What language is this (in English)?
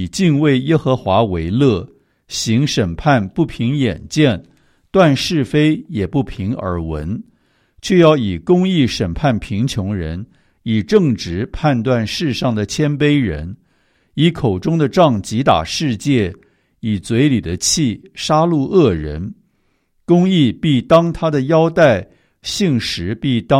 Chinese